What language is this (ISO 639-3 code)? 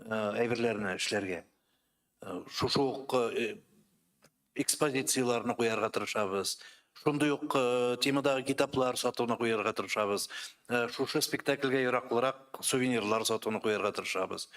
tat